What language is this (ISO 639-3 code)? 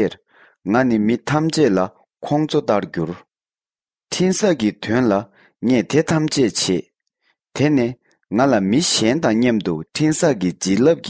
bod